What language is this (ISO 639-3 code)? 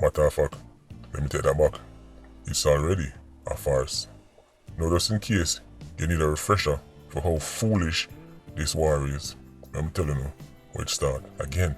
jam